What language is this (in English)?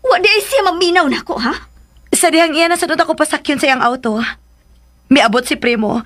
Cebuano